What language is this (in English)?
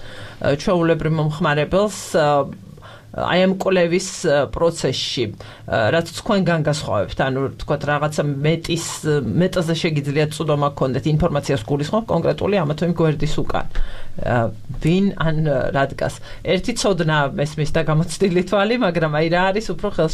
Georgian